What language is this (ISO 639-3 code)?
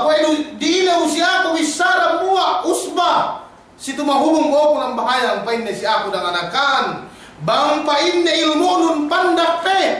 yka